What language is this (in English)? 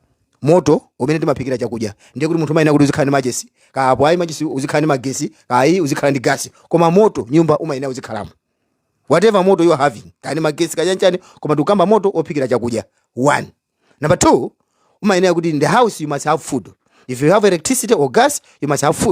Nyanja